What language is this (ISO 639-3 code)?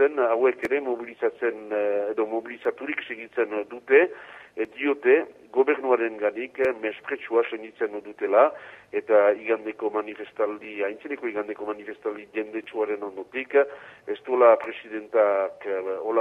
eus